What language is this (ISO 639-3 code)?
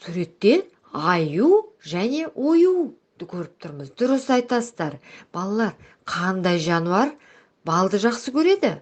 kaz